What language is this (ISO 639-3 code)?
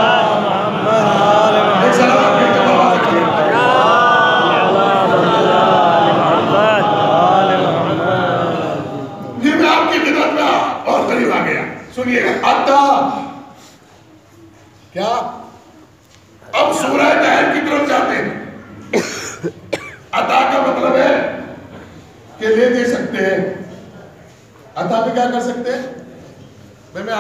urd